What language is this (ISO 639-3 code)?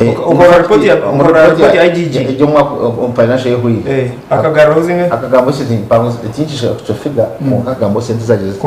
nyn